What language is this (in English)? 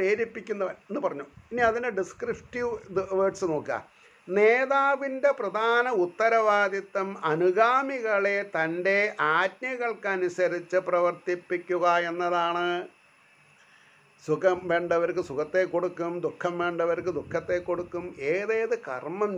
Malayalam